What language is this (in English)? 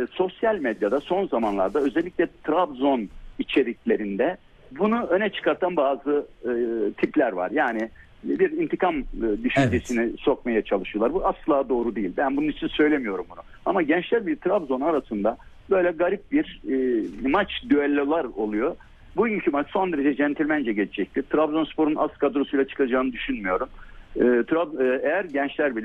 Turkish